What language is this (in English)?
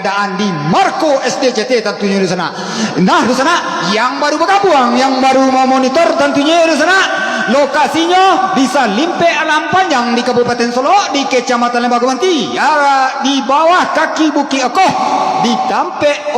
Minangkabau